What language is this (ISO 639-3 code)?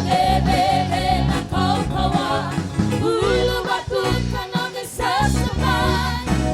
fij